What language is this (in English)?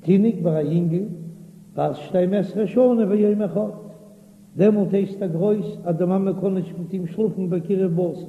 Yiddish